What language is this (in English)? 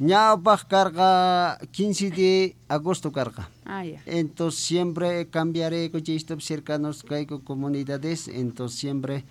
Quechua